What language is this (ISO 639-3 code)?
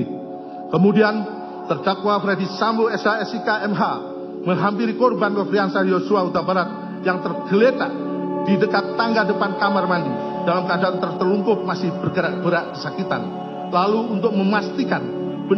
ind